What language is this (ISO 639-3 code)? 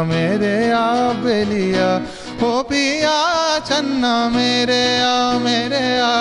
ben